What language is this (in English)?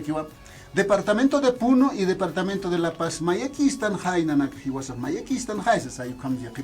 Aymara